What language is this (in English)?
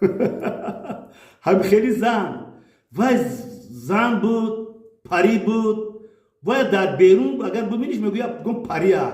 Tajik